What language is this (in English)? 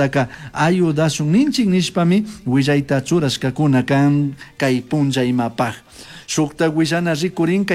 Chimborazo Highland Quichua